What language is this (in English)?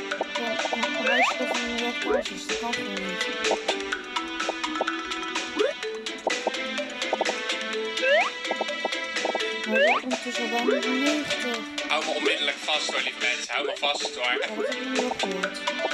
Dutch